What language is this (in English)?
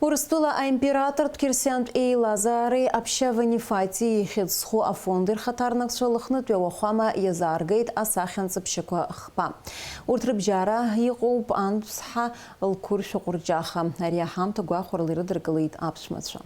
Abkhazian